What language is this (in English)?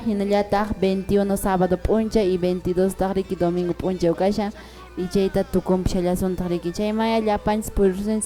Quechua